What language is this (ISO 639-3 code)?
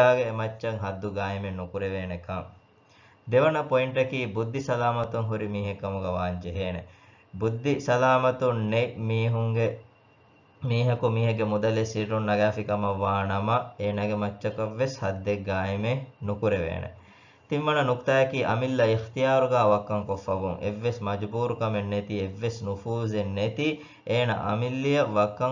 div